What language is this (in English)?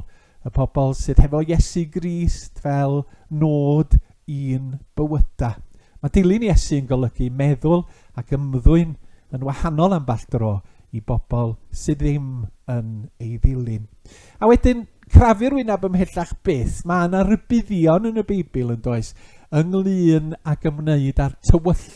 Welsh